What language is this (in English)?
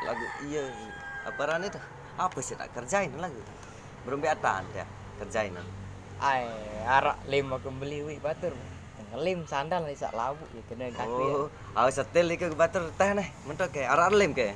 Sasak